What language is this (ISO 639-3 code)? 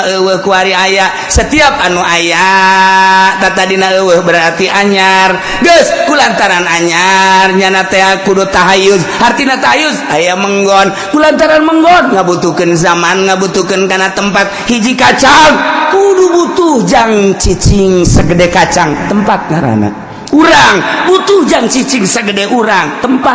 sun